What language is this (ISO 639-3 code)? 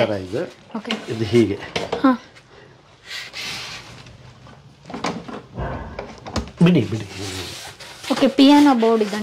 kan